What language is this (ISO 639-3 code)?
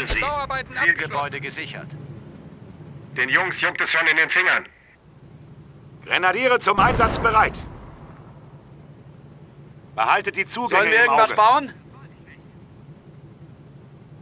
deu